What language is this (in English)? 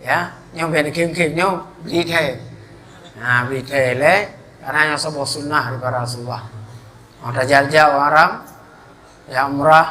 Achinese